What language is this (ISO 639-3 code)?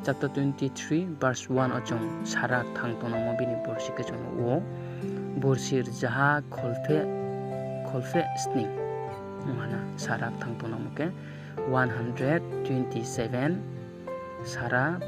ria